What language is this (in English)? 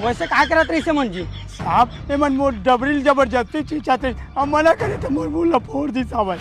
Chhattisgarhi